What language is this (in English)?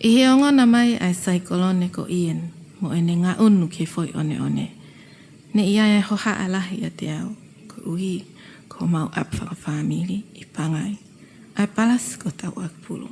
Tongan